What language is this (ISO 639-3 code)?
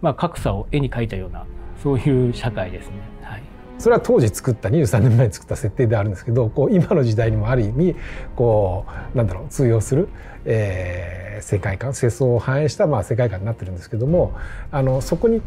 jpn